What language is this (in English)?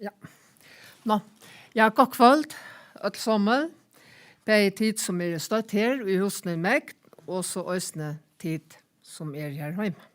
Faroese